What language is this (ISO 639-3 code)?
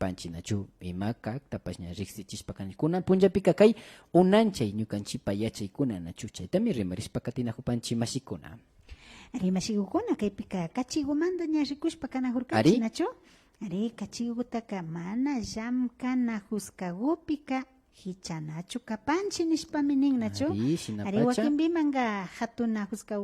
qvi